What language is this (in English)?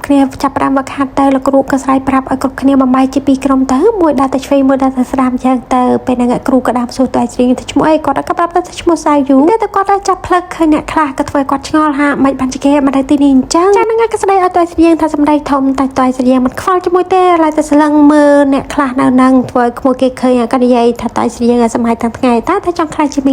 Khmer